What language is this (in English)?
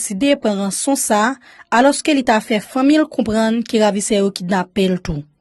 Haitian Creole